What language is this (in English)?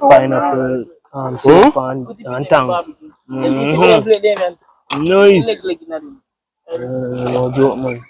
Jamaican Creole English